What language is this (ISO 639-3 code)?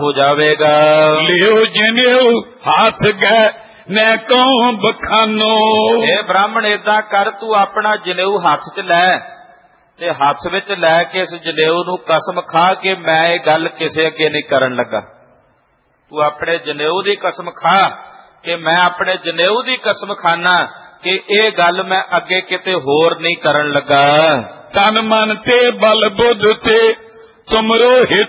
pan